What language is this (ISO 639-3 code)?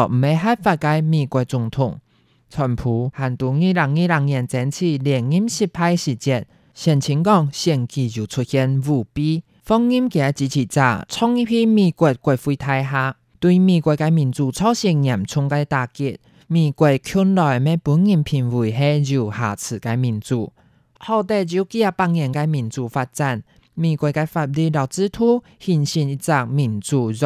hak